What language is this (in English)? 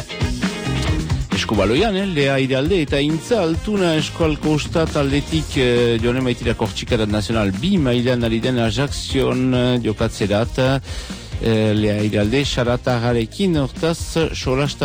Basque